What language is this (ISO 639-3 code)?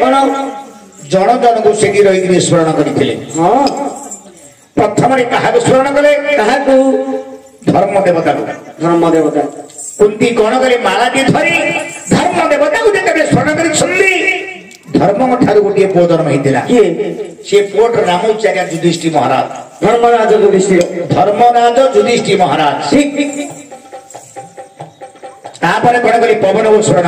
ori